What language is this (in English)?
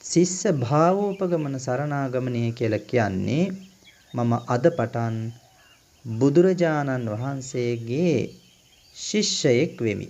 Sinhala